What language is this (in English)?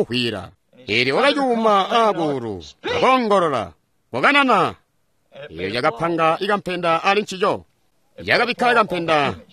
Tonga (Zambia)